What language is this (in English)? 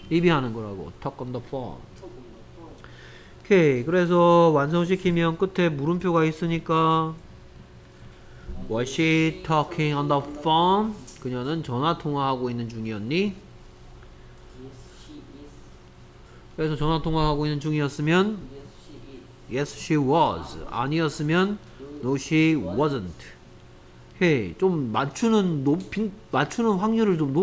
Korean